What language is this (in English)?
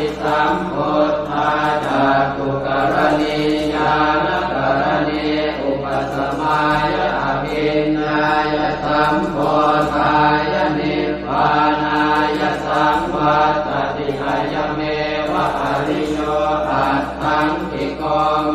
Pali